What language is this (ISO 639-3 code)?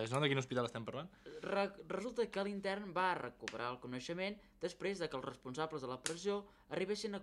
cat